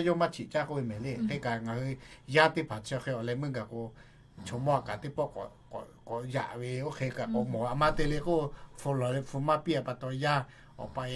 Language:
Lahu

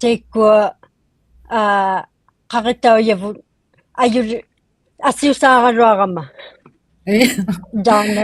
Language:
Inuktitut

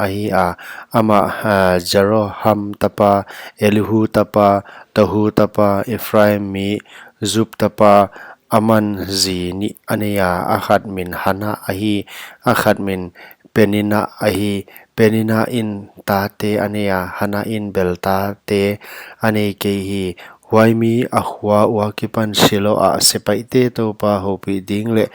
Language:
Paite Chin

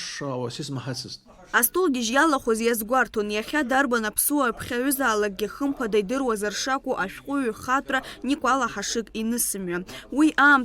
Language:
Abkhazian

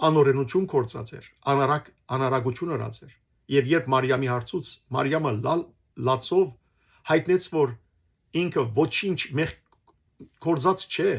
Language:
Western Armenian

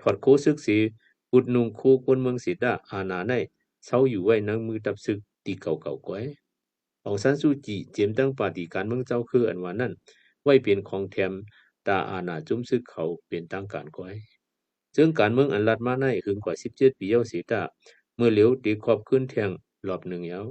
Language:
Shan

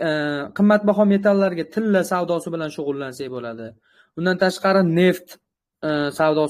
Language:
Uzbek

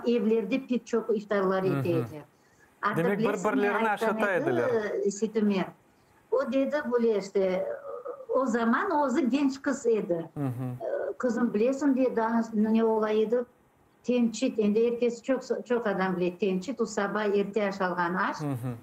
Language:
Crimean Tatar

